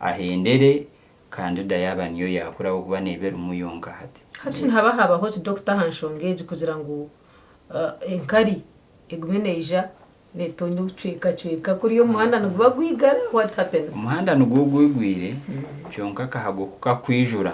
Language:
Nyankole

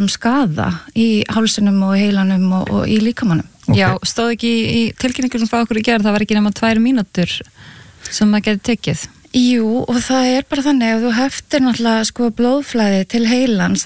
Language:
Icelandic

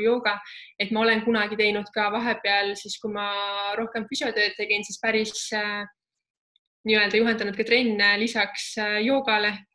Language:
Estonian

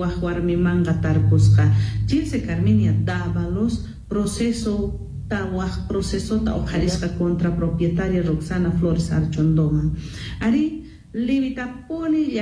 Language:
Quechua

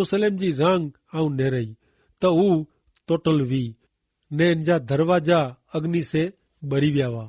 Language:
Kachhi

